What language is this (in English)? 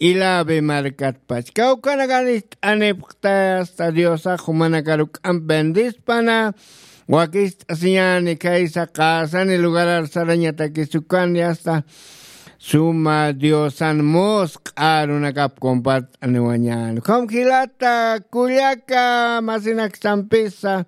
Aymara